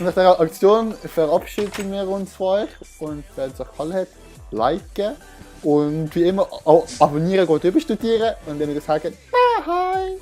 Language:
Swiss German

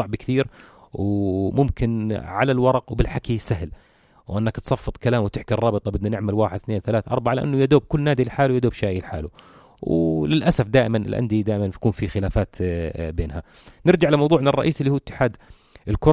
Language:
North Levantine Arabic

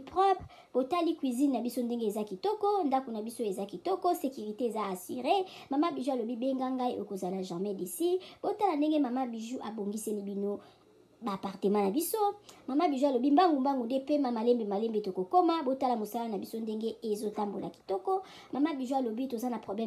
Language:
Lingala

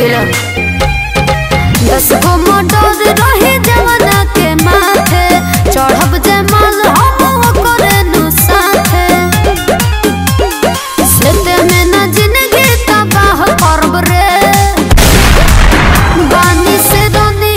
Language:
Bhojpuri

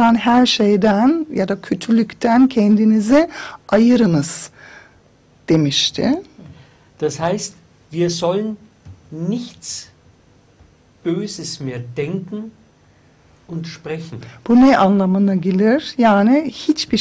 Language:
Turkish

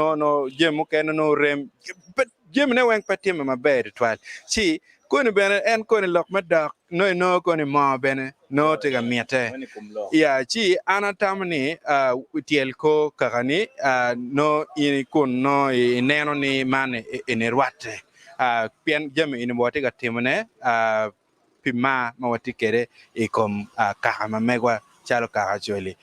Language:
Acoli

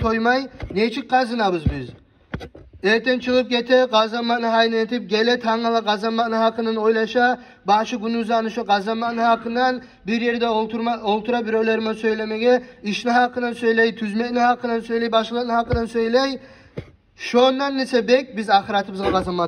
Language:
Kumyk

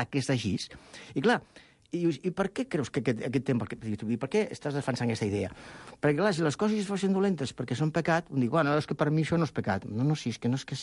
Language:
Catalan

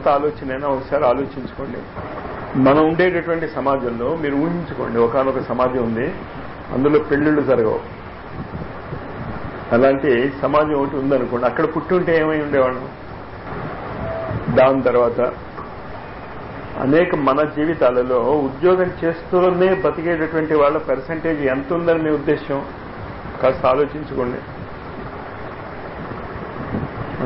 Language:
Telugu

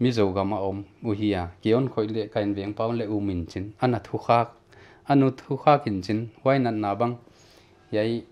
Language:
Paite Chin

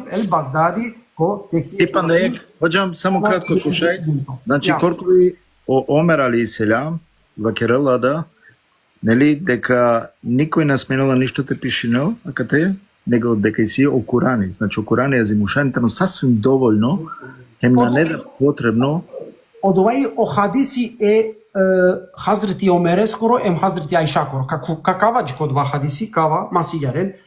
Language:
Balkan Romani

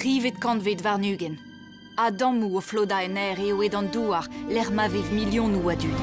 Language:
Breton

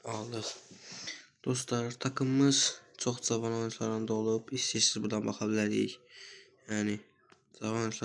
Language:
Azerbaijani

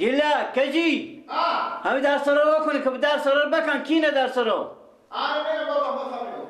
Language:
Persian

